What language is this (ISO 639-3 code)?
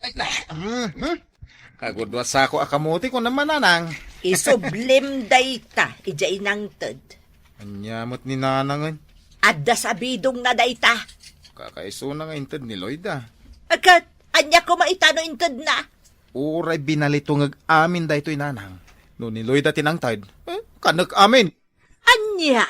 ilo